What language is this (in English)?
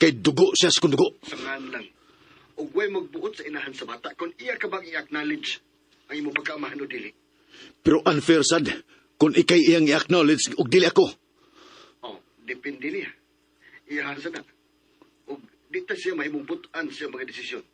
Cebuano